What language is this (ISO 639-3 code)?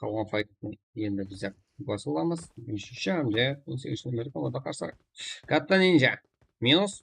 kaa